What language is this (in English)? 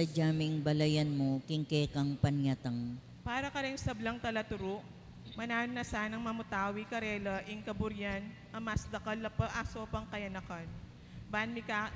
Pampanga